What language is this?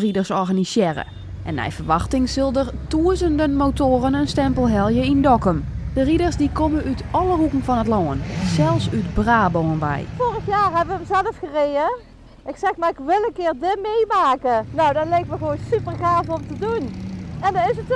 Western Frisian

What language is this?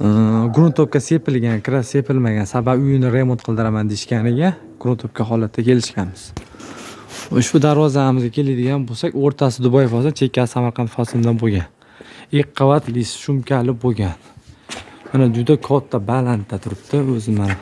Uzbek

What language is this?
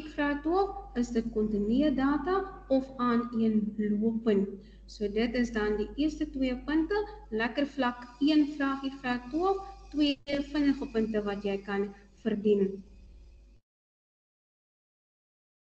Afrikaans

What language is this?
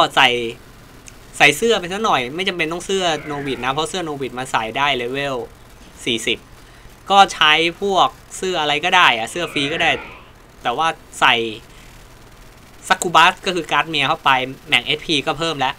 Thai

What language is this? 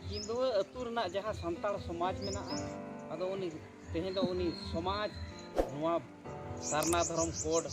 Santali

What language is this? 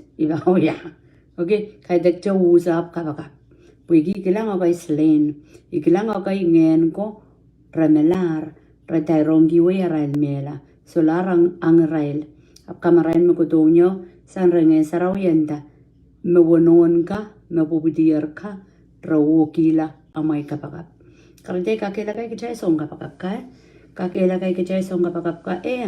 Pohnpeian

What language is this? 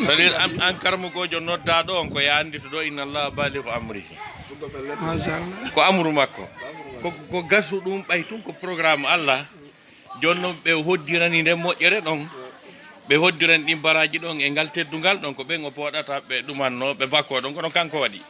Fula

